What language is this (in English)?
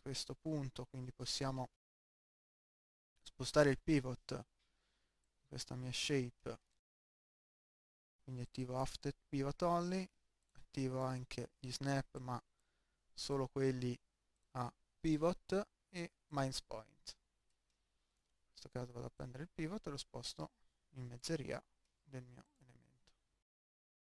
Italian